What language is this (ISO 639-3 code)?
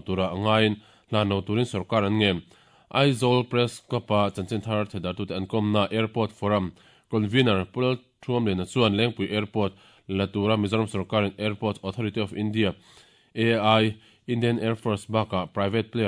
lus